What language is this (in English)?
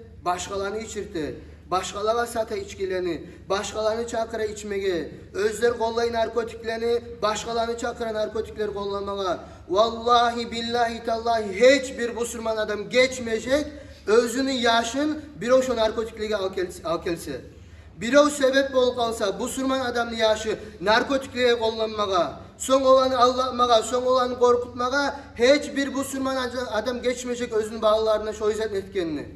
Kumyk